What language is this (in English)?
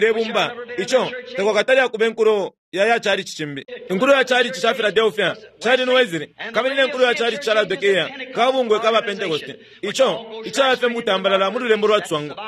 Bemba